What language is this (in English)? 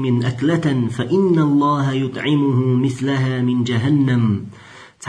Chechen